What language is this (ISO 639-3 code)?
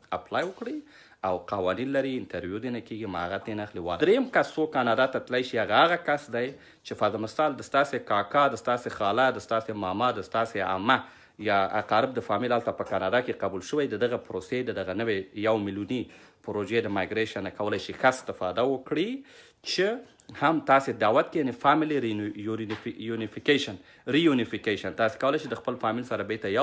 pus